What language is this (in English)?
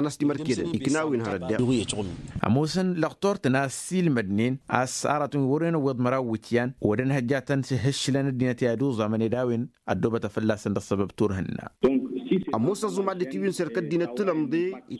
Tamasheq